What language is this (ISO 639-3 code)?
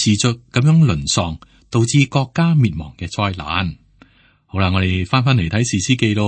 yue